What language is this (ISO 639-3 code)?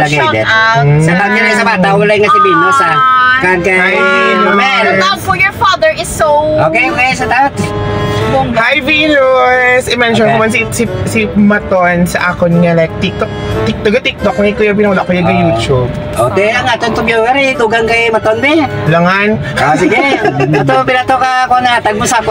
hil